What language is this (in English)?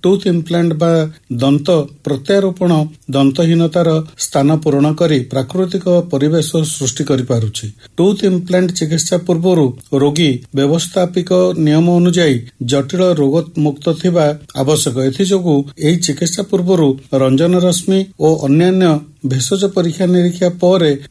Odia